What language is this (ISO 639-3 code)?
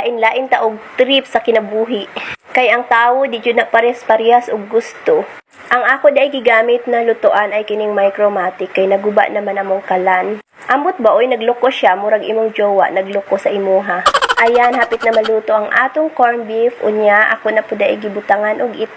ceb